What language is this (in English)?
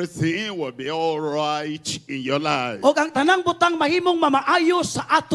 Cebuano